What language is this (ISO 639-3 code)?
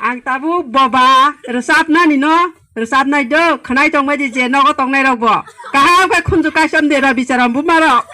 trp